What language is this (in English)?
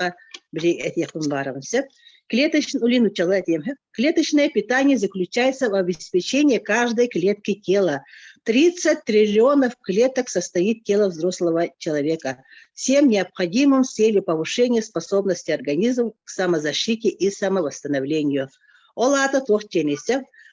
Yakut